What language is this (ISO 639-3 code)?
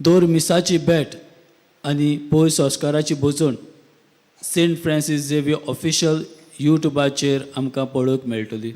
kok